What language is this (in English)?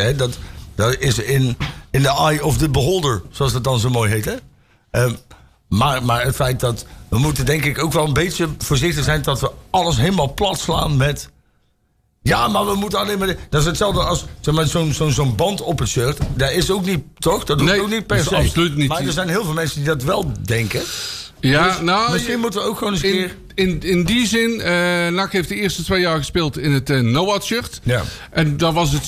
Dutch